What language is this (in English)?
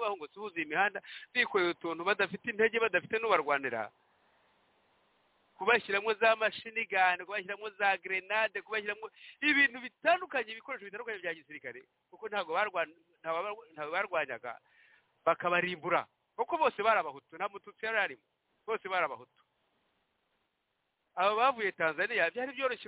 Kinyarwanda